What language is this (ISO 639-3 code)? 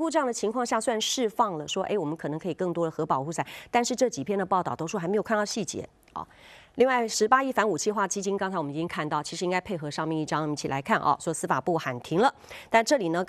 zho